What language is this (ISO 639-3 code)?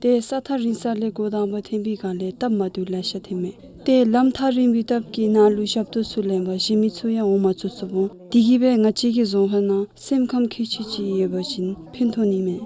dzo